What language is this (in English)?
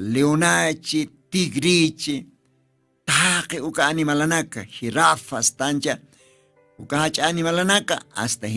Aymara